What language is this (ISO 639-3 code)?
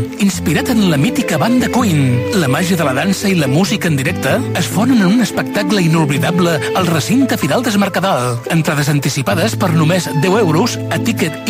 cat